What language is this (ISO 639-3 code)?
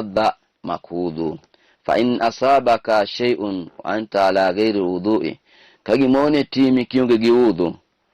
luo